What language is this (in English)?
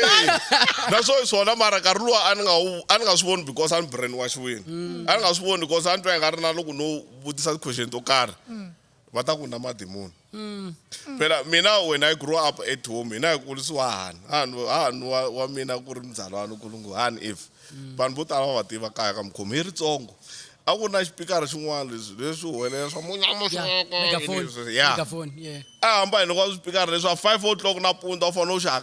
Tsonga